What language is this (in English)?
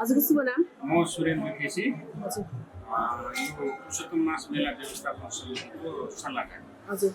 Nepali